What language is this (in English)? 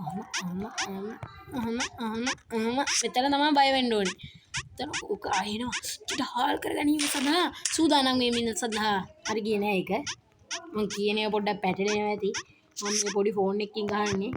Sinhala